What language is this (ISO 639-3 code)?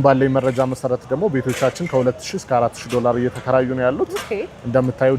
amh